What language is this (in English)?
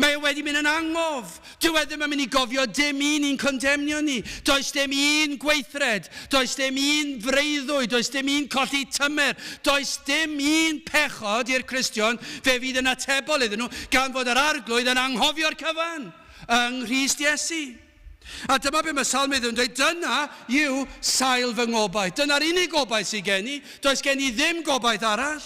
Welsh